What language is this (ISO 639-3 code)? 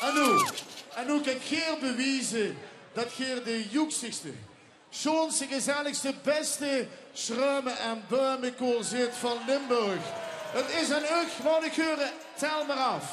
lim